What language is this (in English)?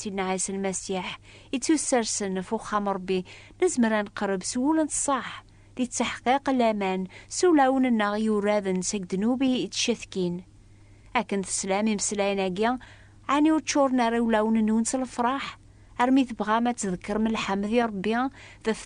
Kabyle